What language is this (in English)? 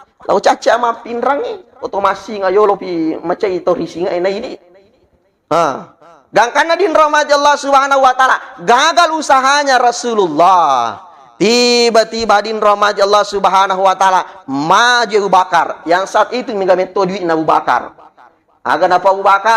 Buginese